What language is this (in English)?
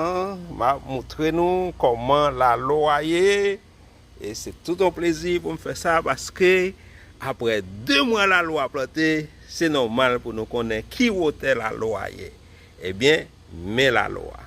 Haitian Creole